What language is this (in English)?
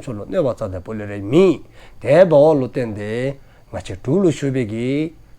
Dzongkha